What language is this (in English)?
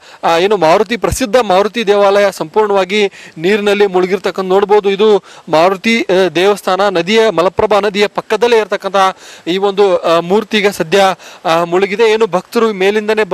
Kannada